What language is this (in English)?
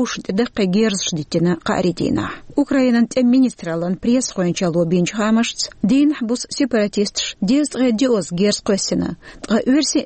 Chechen